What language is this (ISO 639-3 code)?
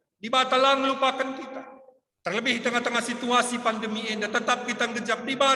btx